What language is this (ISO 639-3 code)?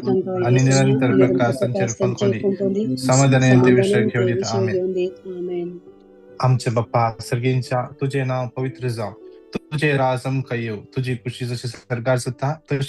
kok